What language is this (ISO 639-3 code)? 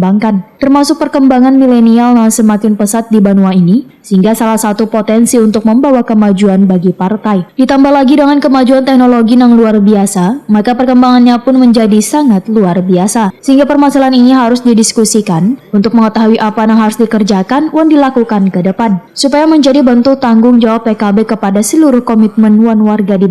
bjn